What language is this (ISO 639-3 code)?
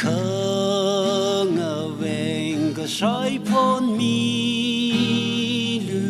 nmf